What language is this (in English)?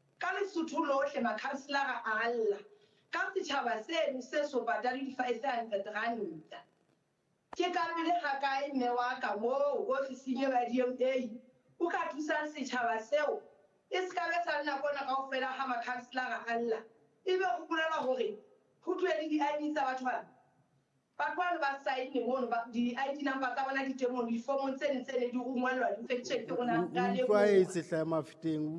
Southern Sotho